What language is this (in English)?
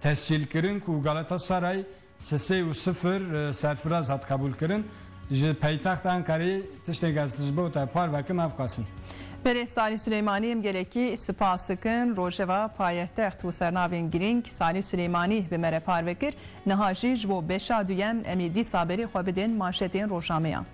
Kurdish